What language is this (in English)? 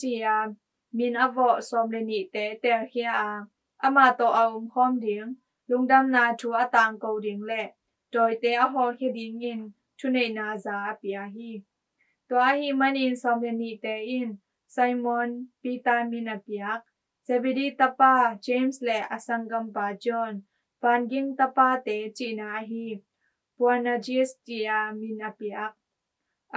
Tedim Chin